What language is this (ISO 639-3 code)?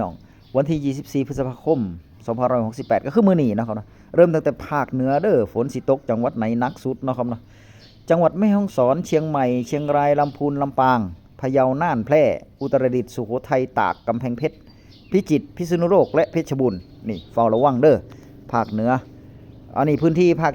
tts